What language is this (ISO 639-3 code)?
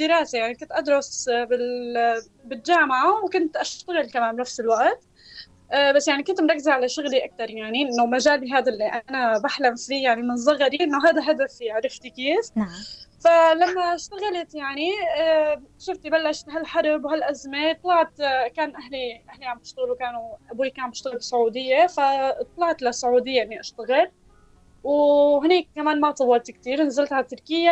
apc